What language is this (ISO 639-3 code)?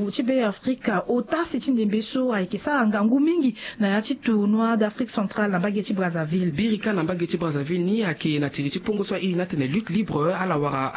sag